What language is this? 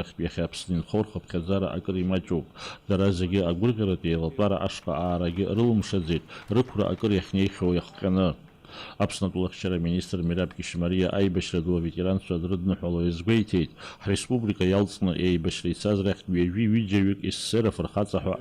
Abkhazian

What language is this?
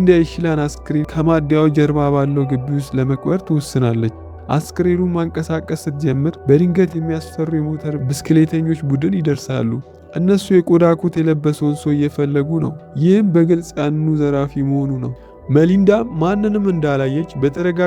Amharic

